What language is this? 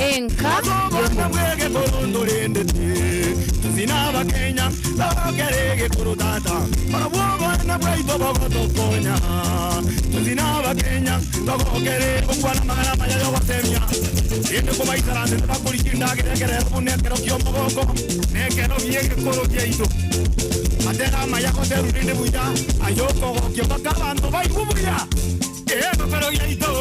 Gusii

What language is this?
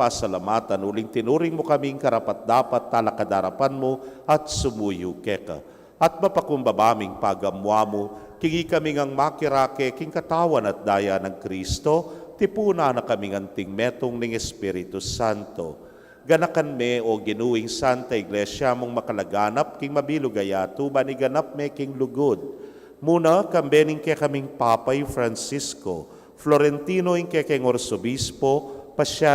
Pampanga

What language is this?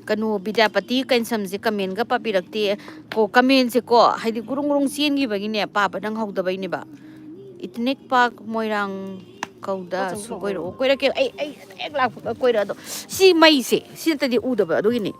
Manipuri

